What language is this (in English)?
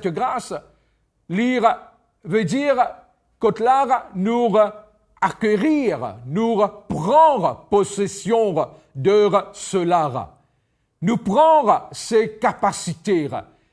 Morisyen